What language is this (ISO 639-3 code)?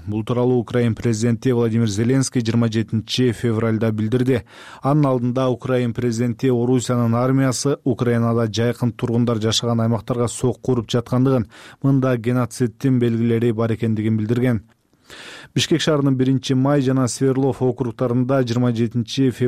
kir